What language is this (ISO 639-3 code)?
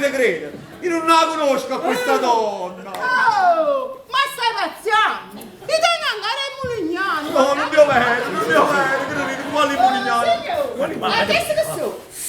nap